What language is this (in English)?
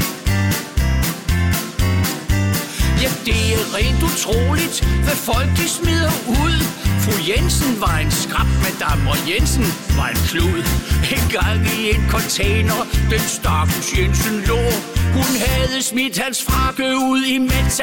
Danish